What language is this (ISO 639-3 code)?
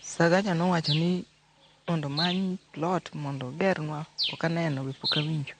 luo